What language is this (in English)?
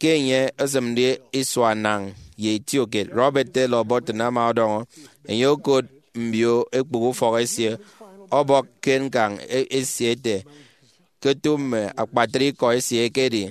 Efik